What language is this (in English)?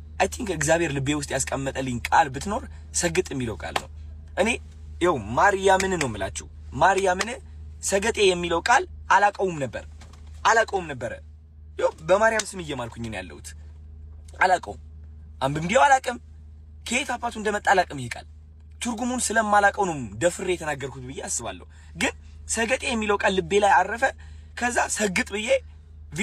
Amharic